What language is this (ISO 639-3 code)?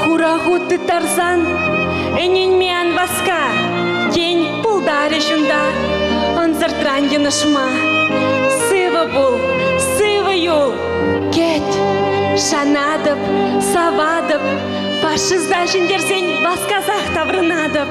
chv